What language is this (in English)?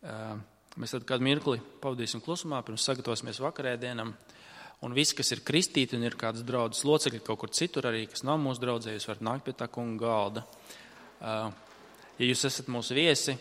Latvian